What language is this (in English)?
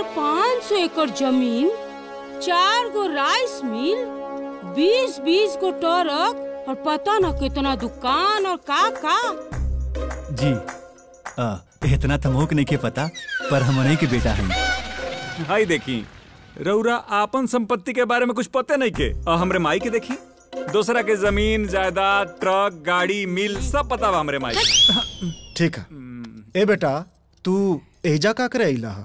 Bhojpuri